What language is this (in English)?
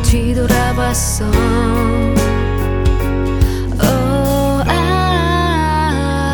Korean